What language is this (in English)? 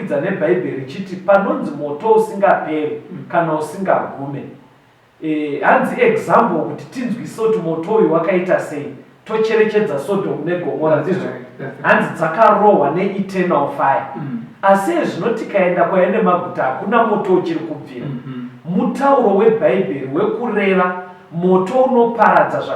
Shona